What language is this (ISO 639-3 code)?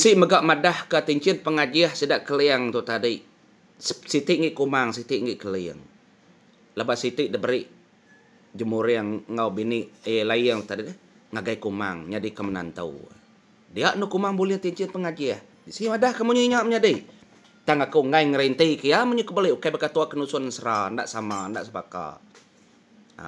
iba